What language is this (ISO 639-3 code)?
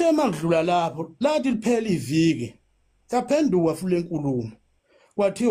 zul